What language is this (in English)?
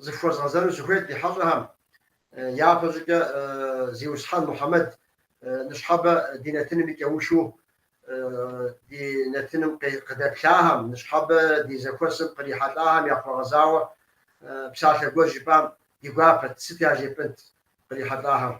Kabardian